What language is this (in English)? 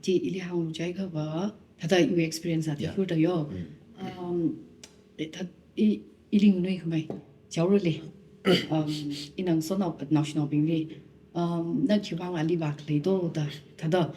Tangkhul Naga (India)